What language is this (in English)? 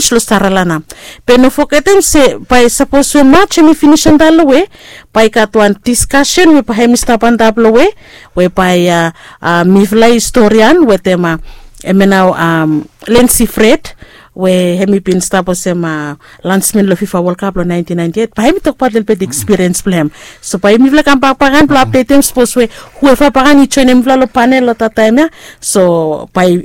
Bislama